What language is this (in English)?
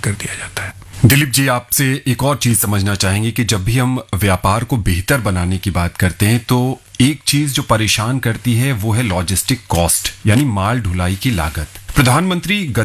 Hindi